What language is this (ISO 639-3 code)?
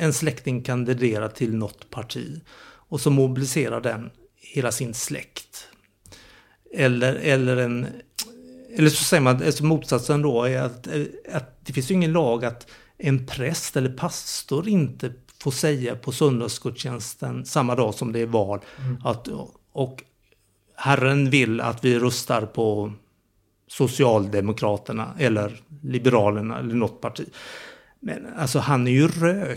swe